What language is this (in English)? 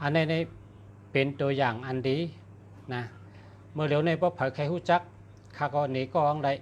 Shan